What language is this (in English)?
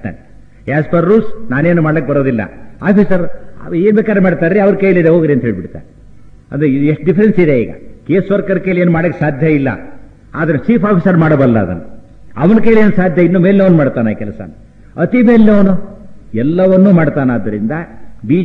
Kannada